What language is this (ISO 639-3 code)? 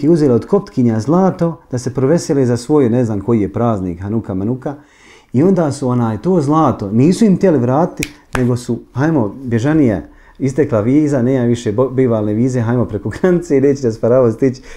bos